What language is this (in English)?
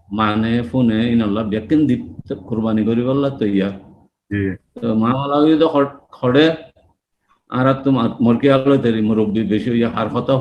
Rohingya